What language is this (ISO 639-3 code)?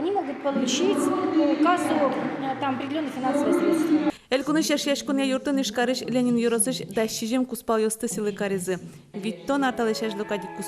udm